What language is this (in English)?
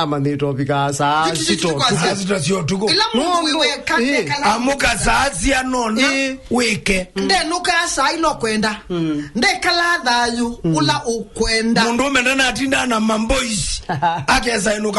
Kamba